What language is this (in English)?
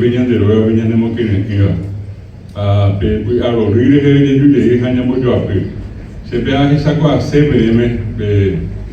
Guarani